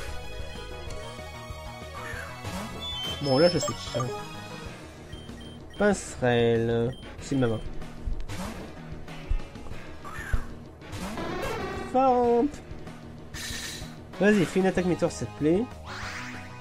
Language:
French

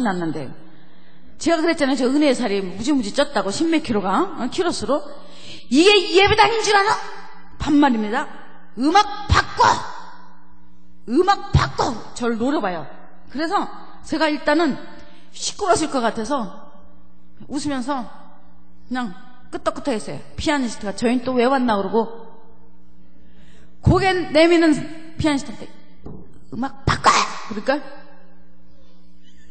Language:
Korean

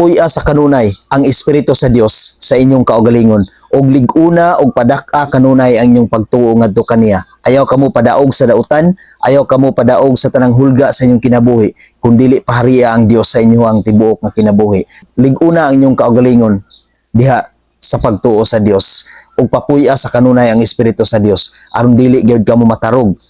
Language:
Cebuano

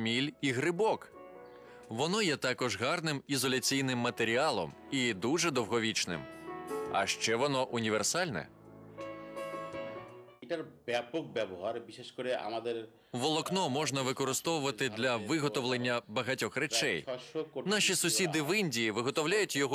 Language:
Ukrainian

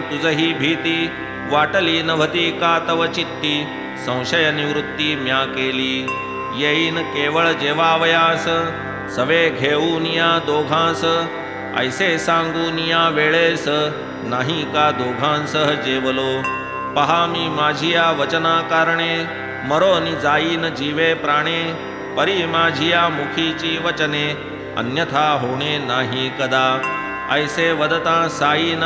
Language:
Marathi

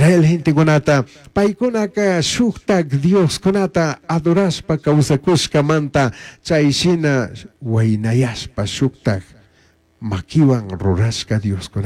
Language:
Chimborazo Highland Quichua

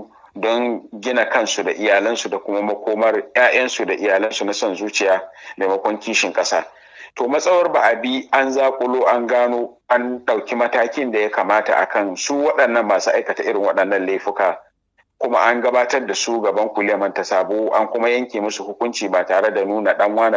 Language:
Hausa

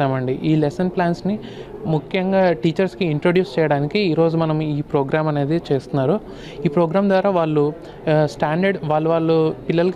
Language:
Telugu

